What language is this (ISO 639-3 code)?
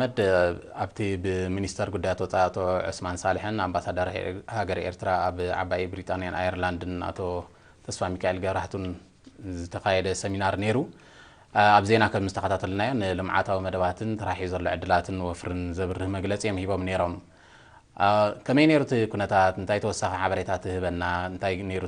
tir